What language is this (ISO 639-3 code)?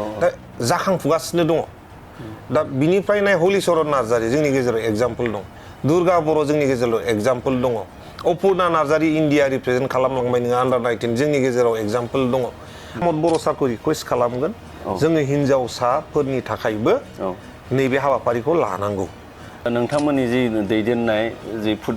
brx